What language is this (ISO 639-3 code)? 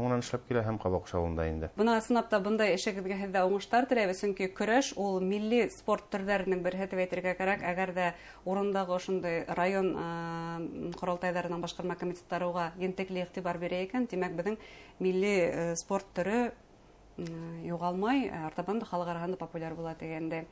bak